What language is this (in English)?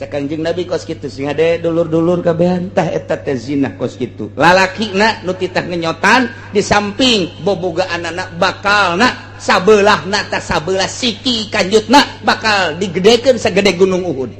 Sundanese